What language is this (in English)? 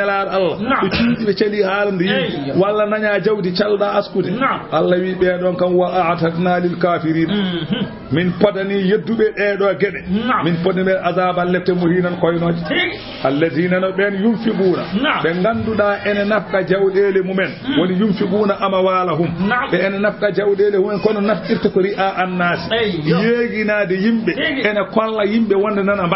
Fula